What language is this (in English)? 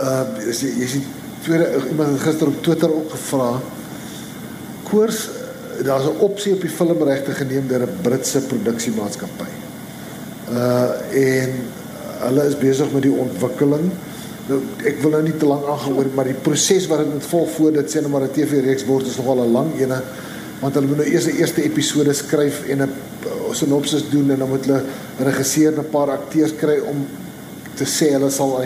Afrikaans